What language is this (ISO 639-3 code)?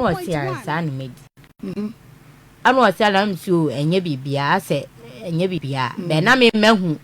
aka